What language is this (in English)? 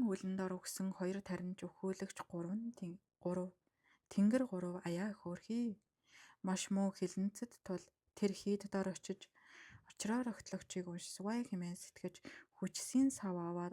Mongolian